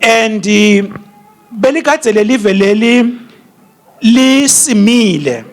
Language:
Swati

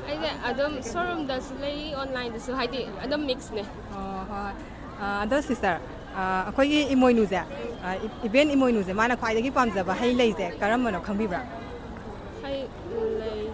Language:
Manipuri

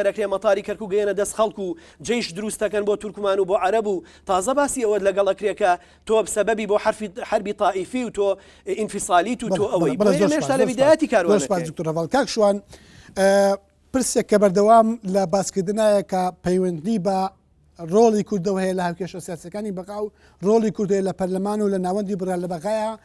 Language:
Central Kurdish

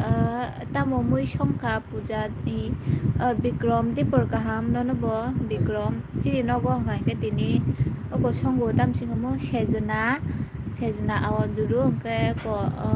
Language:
Kok Borok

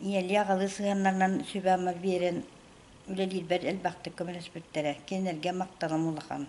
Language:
Yakut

